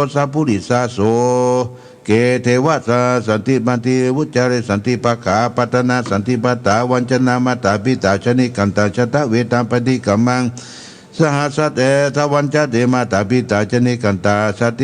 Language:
Pali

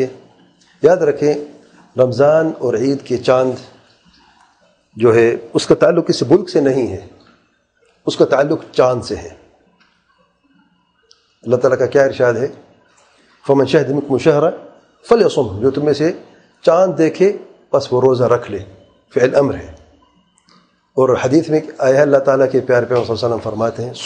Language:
Urdu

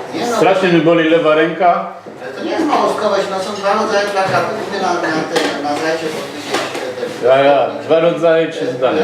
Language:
Silesian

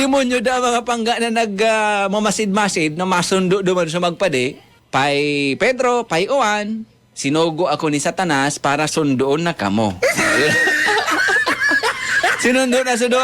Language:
Bikol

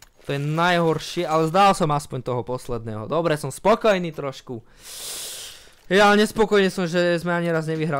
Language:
Slovak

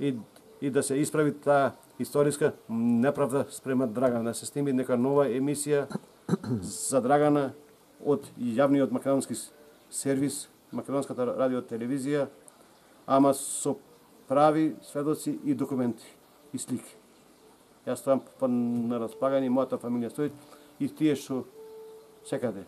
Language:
Macedonian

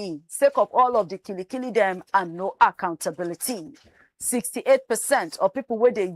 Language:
Nigerian Pidgin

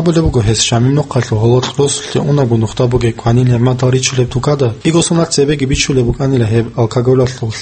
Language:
Avaric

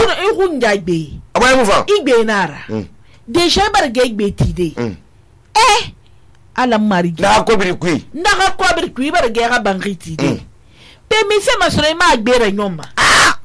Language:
Susu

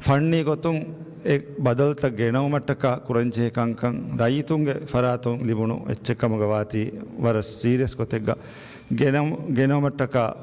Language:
Divehi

